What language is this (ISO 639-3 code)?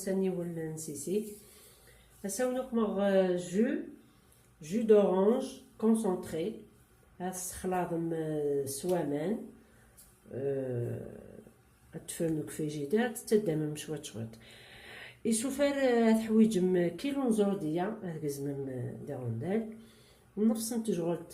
kab